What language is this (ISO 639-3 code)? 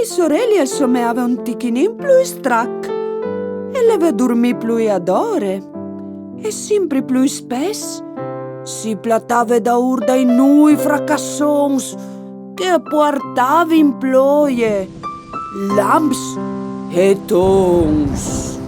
fur